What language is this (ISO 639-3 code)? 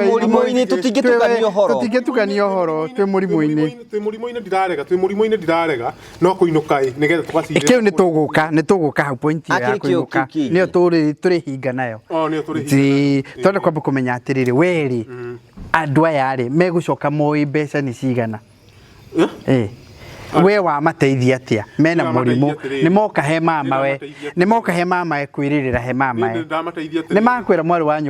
kik